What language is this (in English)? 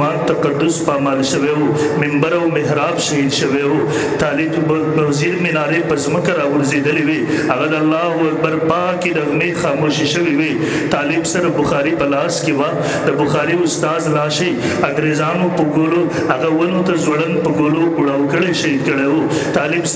Pashto